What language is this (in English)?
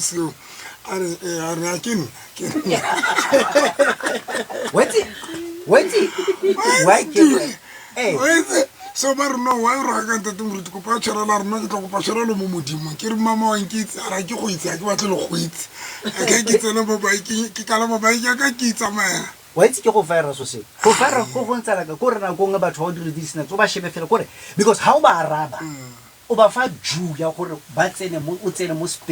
Southern Sotho